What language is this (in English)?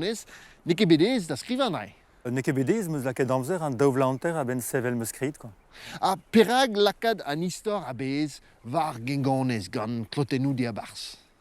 Breton